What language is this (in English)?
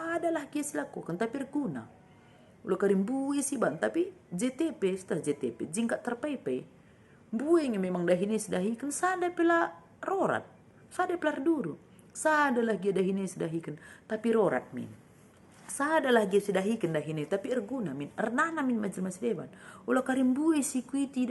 Batak Karo